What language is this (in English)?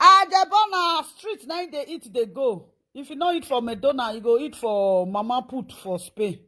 Nigerian Pidgin